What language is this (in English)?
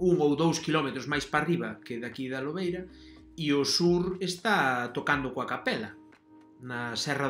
Galician